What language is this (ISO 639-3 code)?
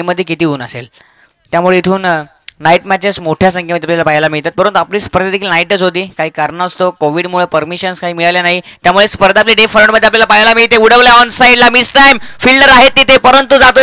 mar